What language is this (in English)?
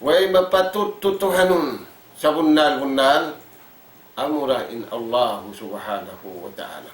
Tausug